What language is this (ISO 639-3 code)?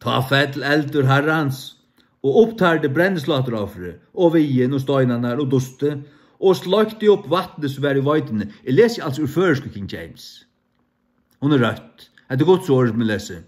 fao